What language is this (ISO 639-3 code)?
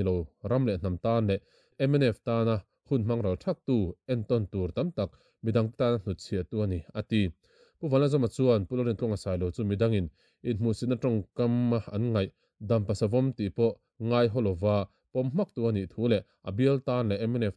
lus